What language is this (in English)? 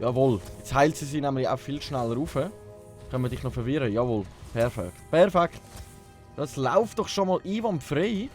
Swiss German